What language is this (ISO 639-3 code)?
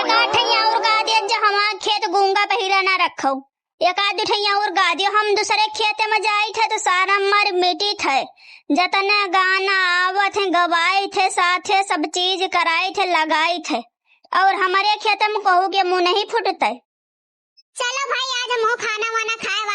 awa